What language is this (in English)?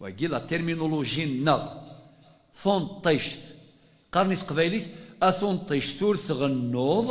Kabyle